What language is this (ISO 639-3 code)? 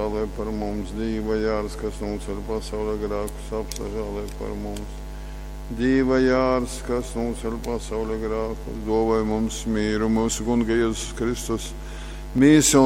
ltg